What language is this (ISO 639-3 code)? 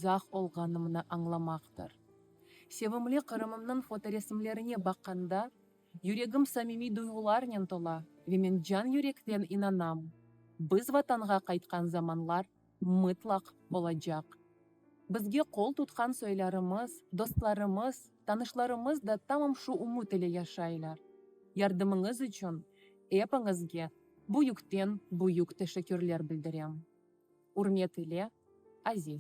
crh